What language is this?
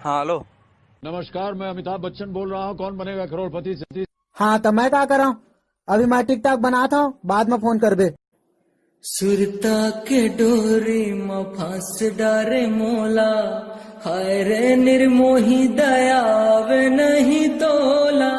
Chhattisgarhi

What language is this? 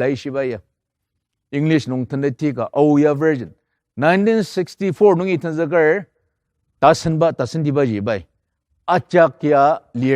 Ao Naga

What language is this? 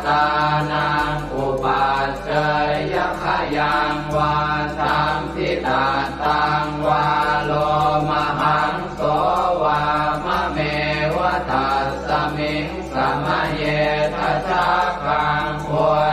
Pali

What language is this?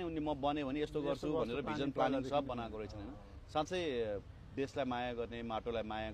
Nepali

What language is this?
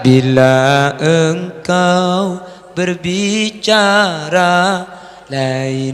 Madurese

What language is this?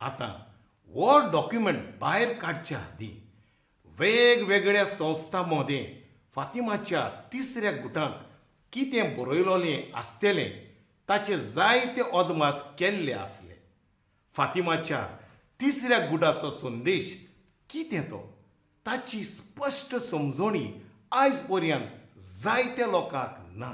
Konkani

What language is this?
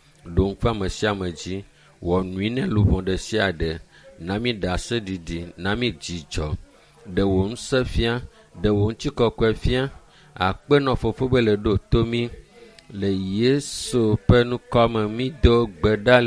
Ewe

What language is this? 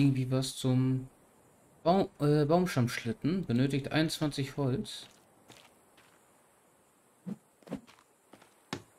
German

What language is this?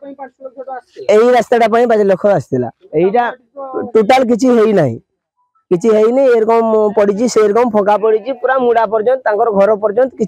Odia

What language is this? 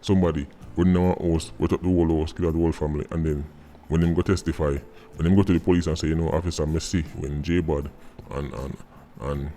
Jamaican Creole English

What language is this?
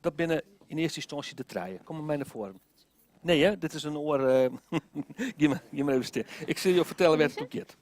Western Frisian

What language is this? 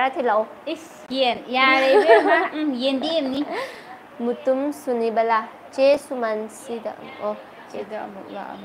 Manipuri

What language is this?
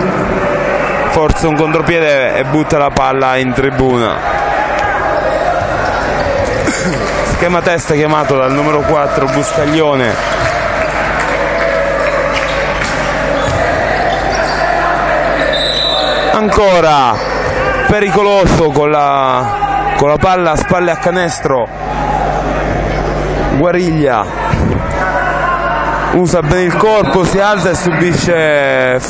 Italian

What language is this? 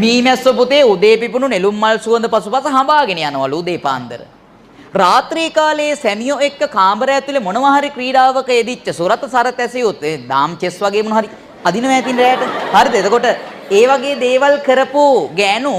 Sinhala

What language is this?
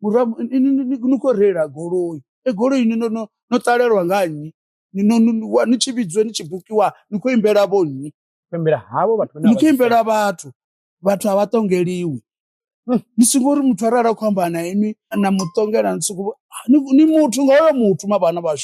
Venda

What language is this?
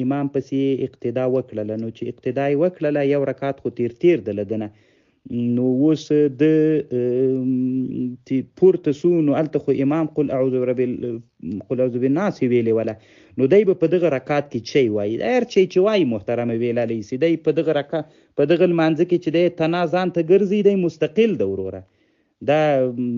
Pashto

